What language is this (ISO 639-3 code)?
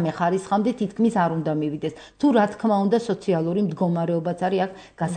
kat